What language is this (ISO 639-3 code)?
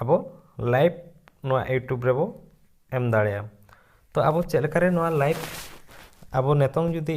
sat